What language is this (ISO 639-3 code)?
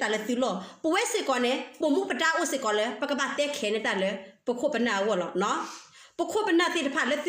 ksw